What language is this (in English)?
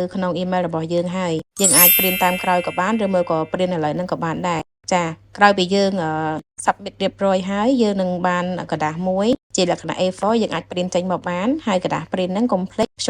Khmer